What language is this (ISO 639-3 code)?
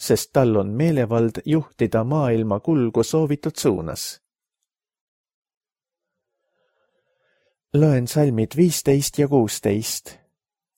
est